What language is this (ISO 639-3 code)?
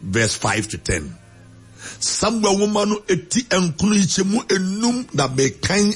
aka